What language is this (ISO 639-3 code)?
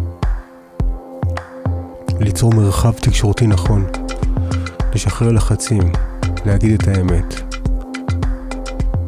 heb